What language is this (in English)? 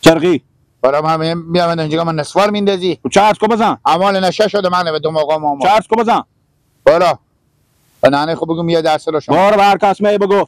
Persian